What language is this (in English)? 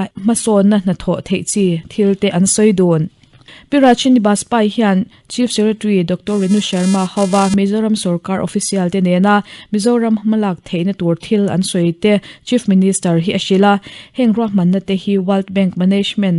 Mizo